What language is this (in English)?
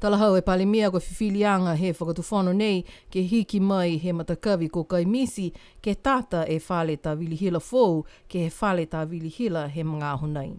Niuean